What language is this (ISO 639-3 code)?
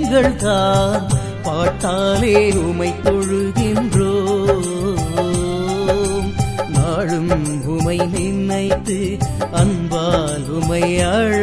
tam